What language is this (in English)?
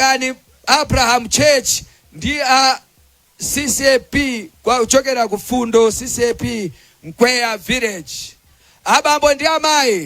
Nyanja